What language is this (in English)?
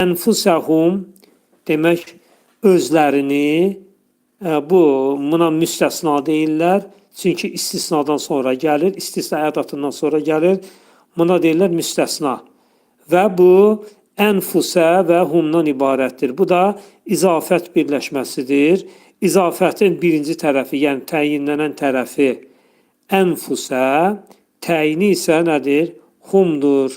Azerbaijani